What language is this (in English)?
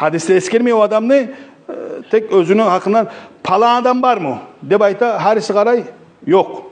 Kumyk